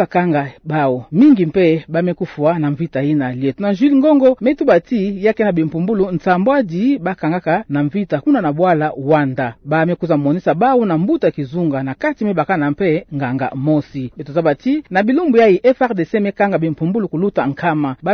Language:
Kituba (Democratic Republic of Congo)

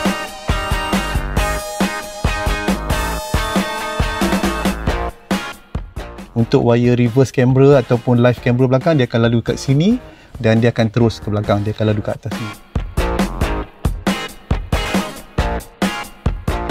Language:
Malay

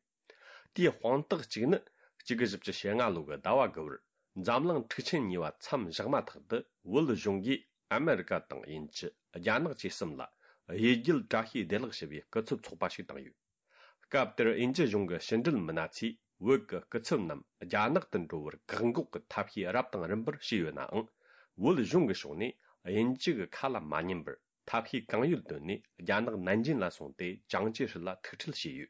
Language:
Tibetan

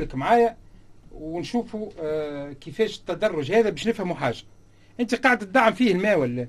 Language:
Tunisian Arabic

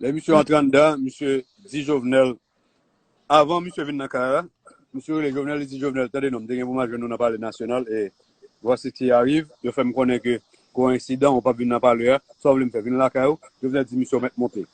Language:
Haitian Creole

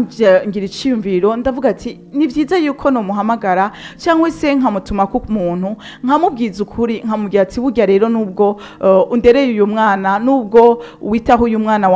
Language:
Rundi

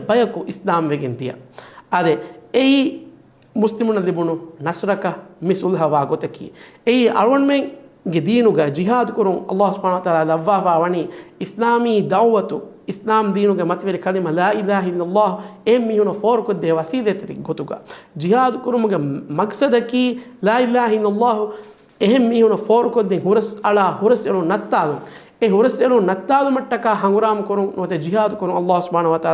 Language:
Divehi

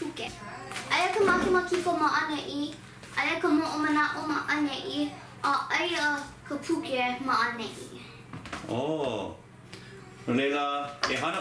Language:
Hawaiian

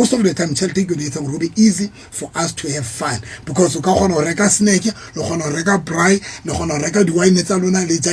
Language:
Southern Sotho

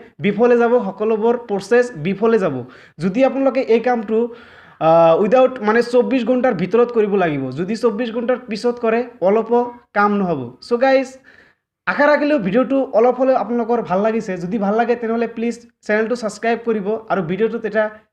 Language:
Assamese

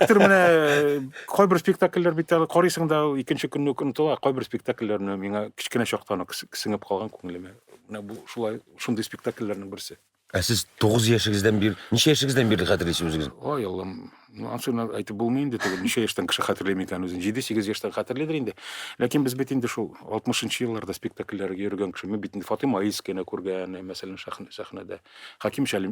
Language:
Tatar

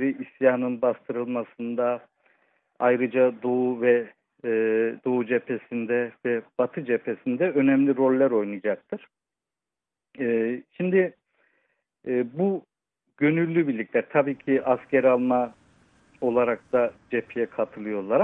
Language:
Turkish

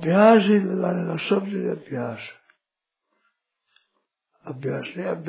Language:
Hindi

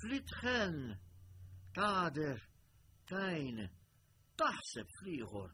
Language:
Maltese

